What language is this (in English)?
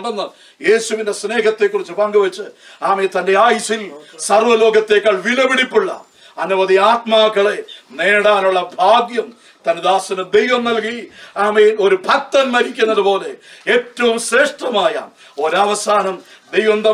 Malayalam